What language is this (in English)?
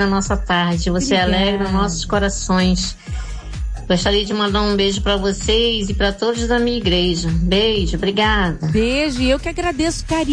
Portuguese